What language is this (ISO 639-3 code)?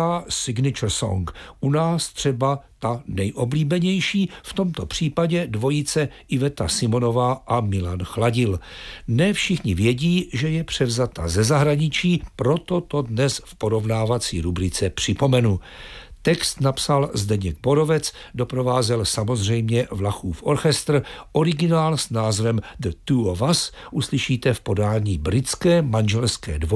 ces